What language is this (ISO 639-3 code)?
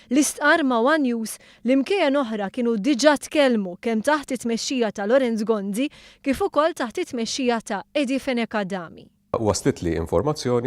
mlt